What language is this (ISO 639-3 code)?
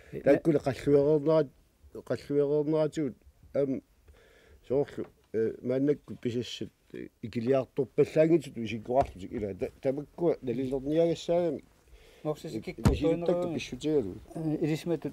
kal